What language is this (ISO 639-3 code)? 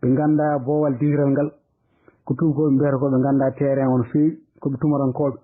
ful